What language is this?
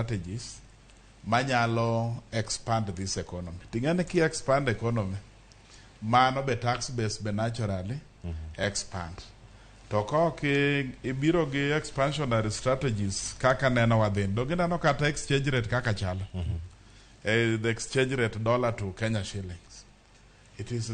Luo (Kenya and Tanzania)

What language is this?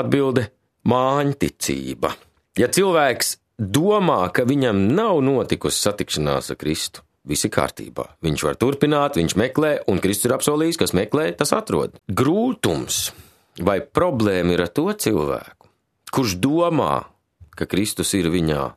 Latvian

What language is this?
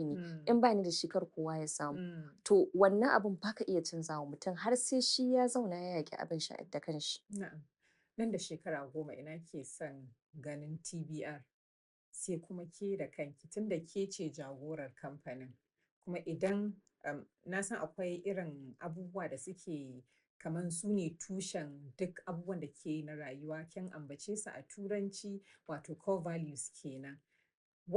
Hausa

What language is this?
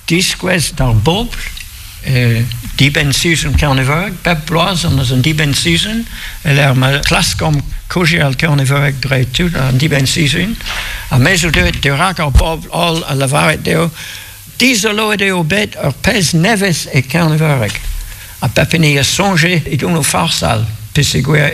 Breton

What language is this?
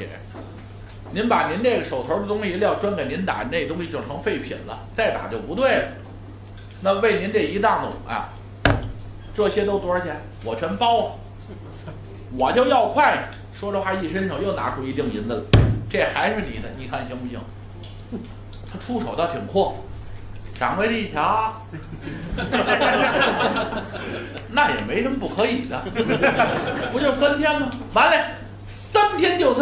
Chinese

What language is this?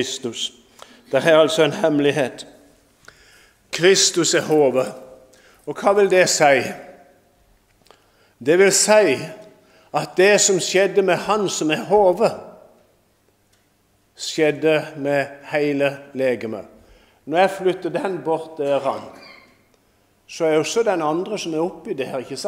Norwegian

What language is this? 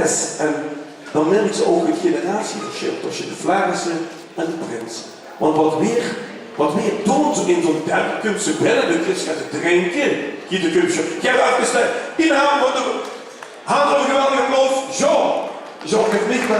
Limburgish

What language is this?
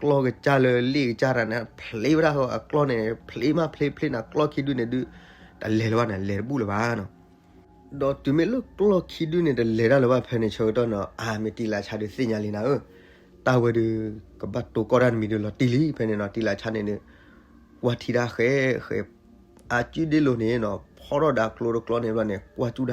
S'gaw Karen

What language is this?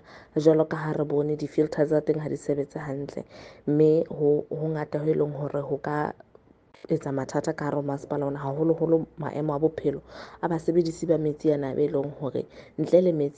Southern Sotho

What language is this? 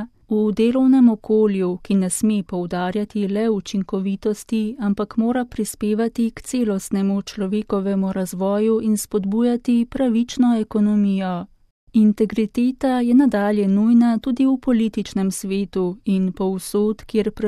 Slovenian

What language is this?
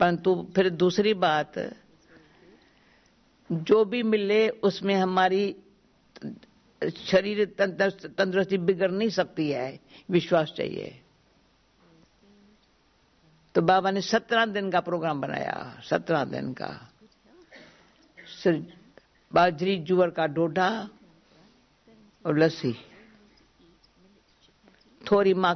Hindi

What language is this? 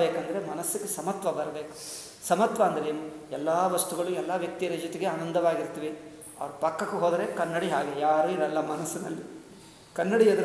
Kannada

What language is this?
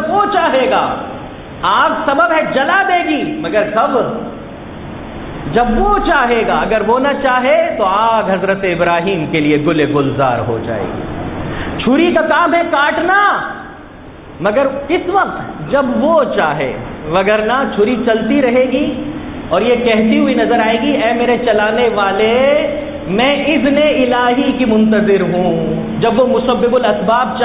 Urdu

